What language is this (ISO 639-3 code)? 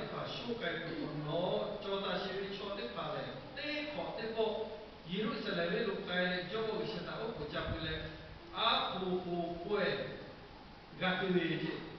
lhu